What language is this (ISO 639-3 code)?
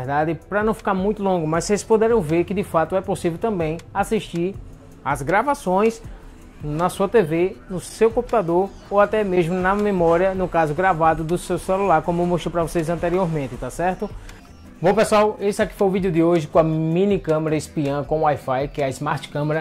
por